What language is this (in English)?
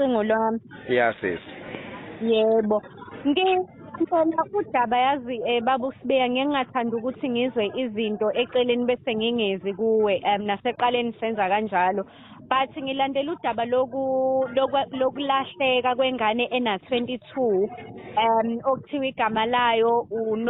Zulu